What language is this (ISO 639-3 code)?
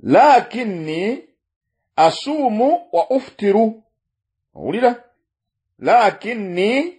lug